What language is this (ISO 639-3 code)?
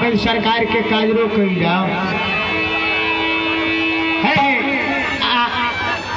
mai